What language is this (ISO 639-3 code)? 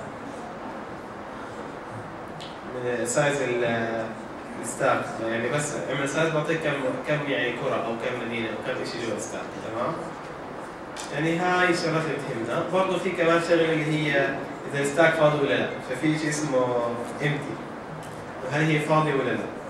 ajp